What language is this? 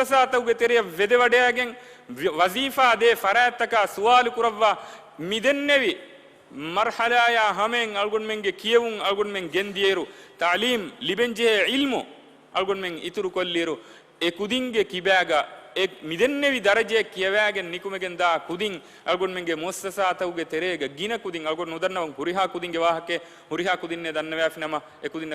Divehi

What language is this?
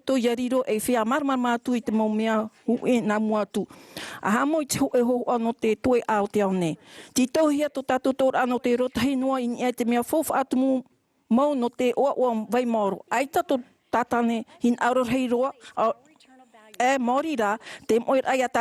Tahitian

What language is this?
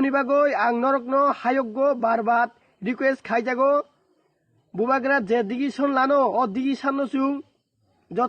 Kok Borok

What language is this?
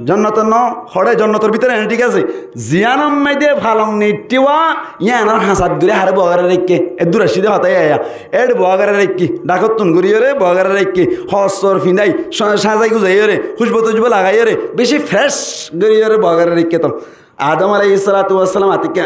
Rohingya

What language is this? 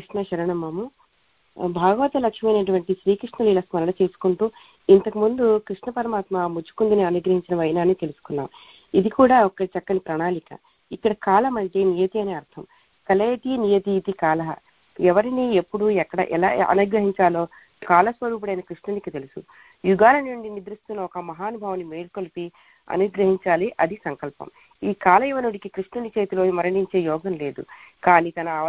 Telugu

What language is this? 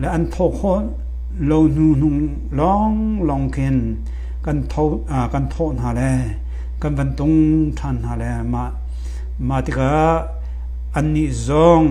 Hakha Chin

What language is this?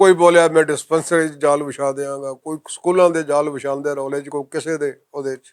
Western Panjabi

